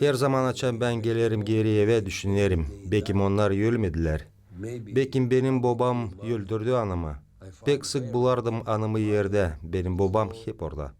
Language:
Gagauz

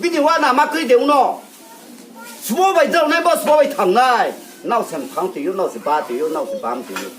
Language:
Riang (India)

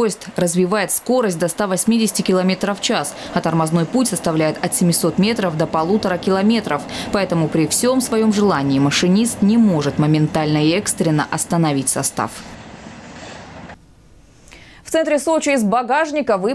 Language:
Russian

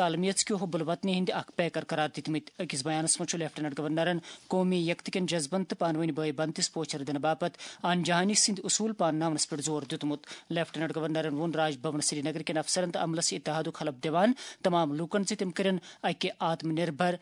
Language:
Kashmiri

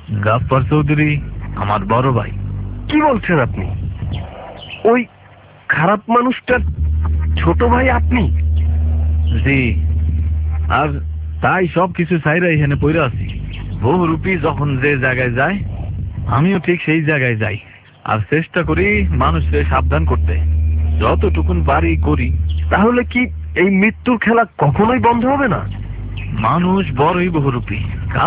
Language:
Bangla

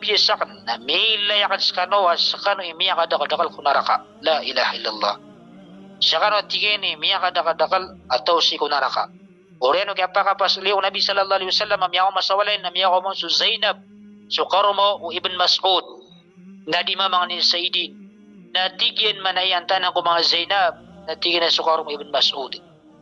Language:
Maranao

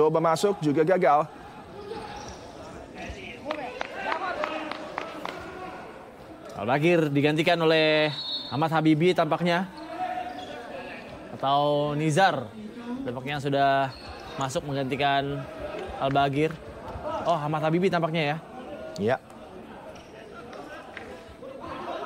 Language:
Indonesian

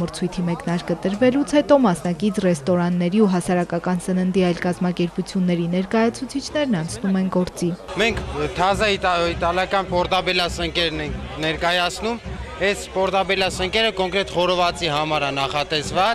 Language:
Armenian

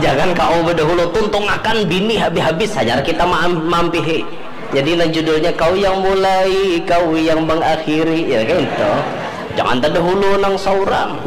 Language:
Banjar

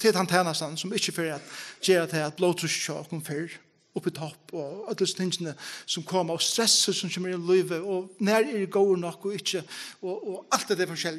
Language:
Faroese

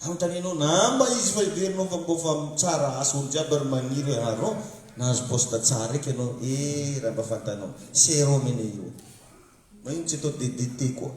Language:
Malagasy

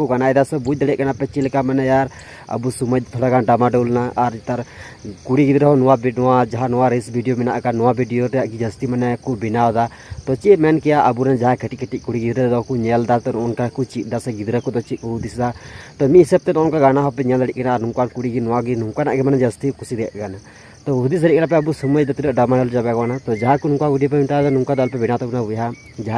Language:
Santali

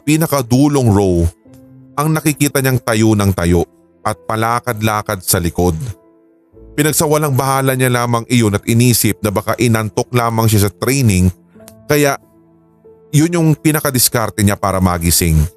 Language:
Filipino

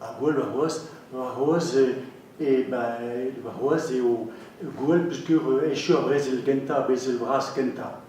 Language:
Breton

